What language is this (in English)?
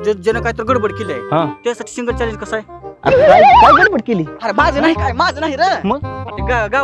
Marathi